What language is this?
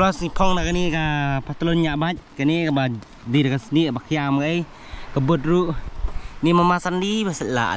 Khasi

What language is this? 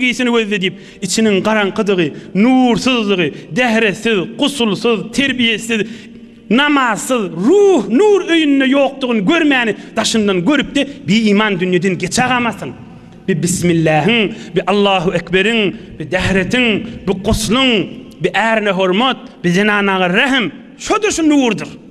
Turkmen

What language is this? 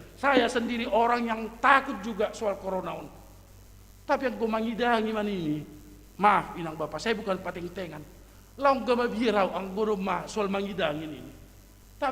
Batak Simalungun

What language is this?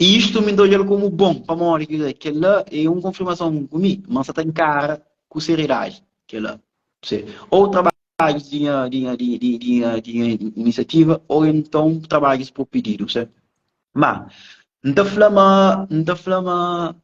Kabuverdianu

